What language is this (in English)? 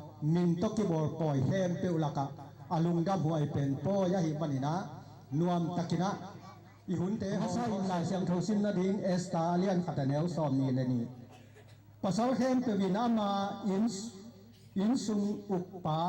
Tedim Chin